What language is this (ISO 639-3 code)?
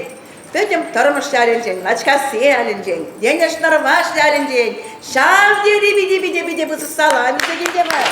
chv